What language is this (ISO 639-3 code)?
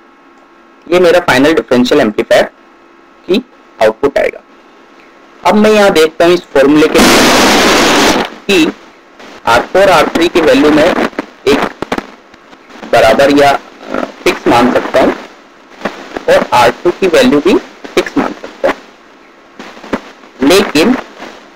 hin